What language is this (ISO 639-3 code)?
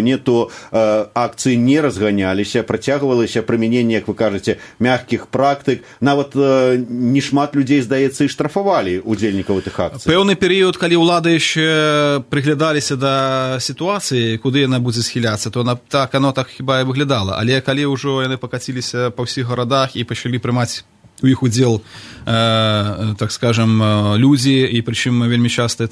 bel